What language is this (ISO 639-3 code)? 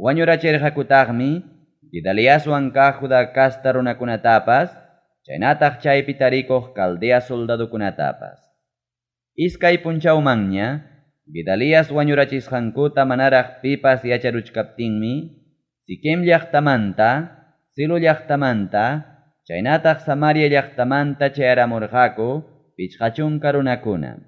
quy